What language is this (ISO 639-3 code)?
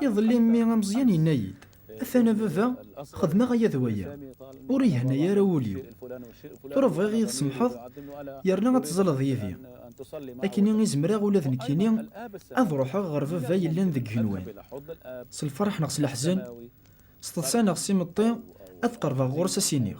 kab